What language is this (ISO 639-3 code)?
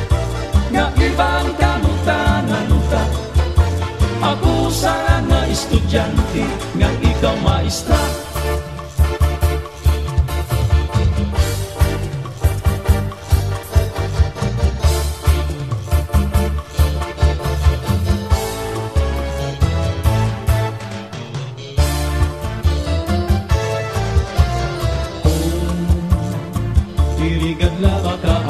war